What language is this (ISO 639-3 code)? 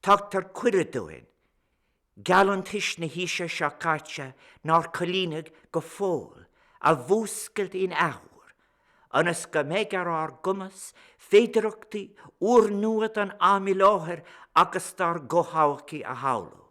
gle